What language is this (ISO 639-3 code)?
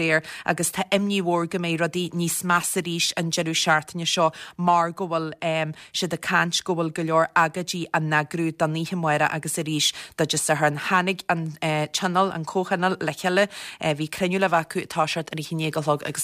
gle